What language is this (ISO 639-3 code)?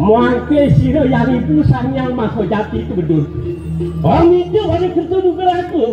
ban